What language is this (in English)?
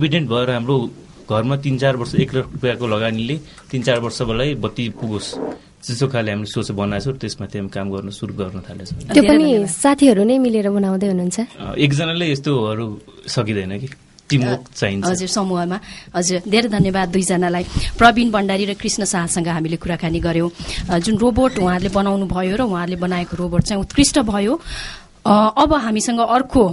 Nepali